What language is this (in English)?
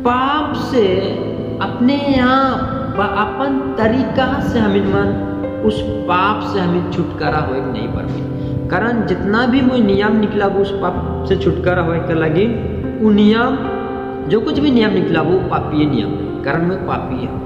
Sadri